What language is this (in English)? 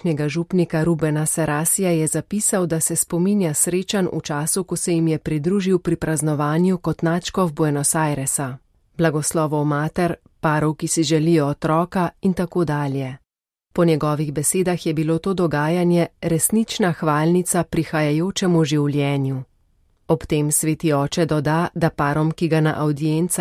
Slovenian